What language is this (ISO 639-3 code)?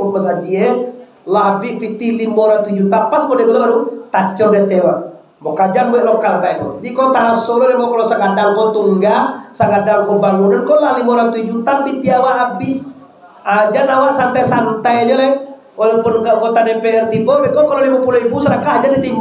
min